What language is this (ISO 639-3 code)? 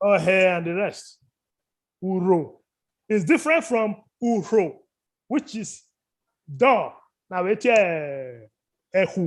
bin